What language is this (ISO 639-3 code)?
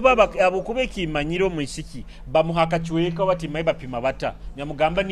nyo